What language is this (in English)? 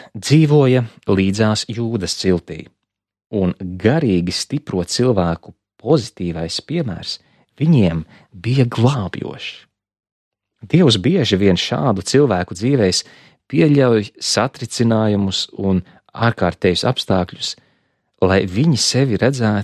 Latvian